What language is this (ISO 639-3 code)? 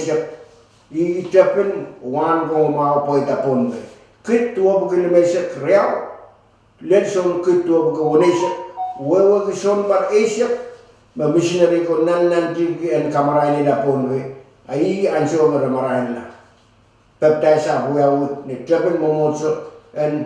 pon